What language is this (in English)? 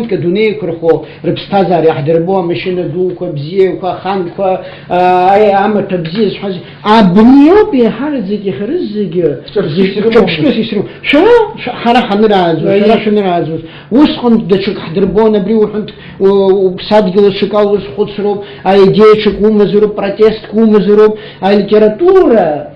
Abkhazian